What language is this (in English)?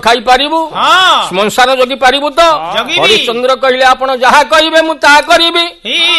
Odia